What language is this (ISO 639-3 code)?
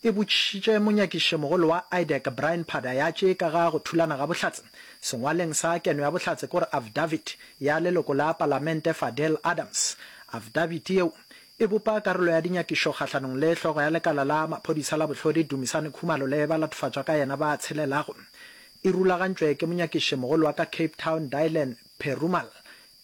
nso